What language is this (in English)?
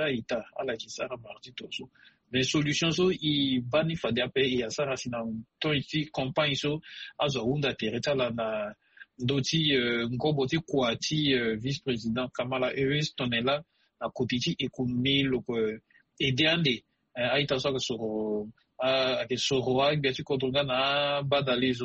Sango